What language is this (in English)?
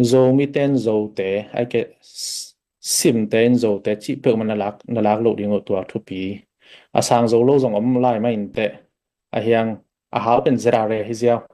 Tedim Chin